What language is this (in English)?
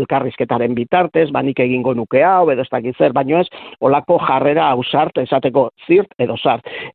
Basque